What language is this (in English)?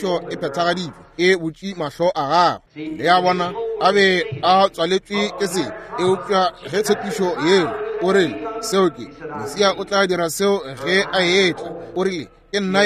Northern Sotho